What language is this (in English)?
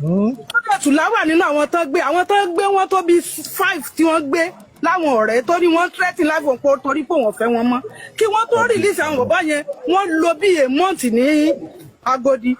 Yoruba